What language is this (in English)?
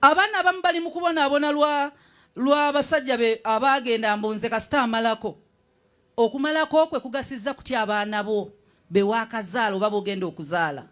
Ganda